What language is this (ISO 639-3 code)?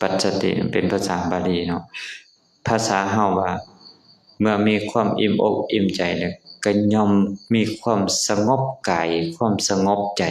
lao